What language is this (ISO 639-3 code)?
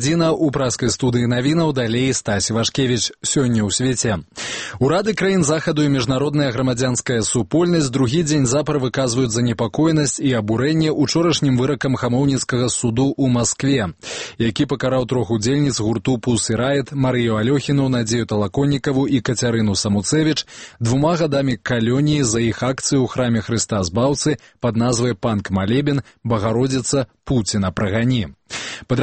bel